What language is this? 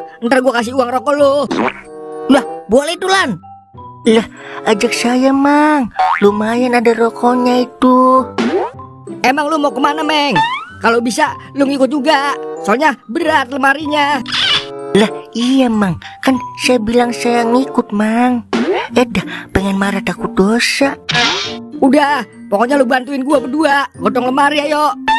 Betawi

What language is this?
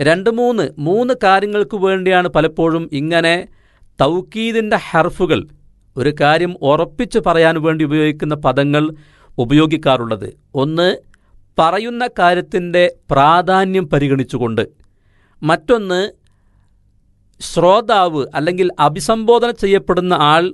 Malayalam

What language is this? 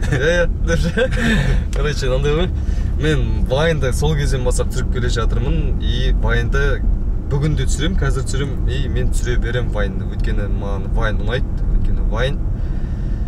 Kazakh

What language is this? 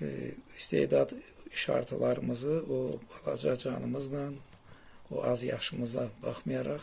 Azerbaijani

